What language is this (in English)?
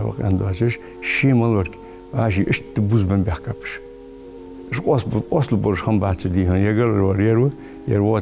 Ingush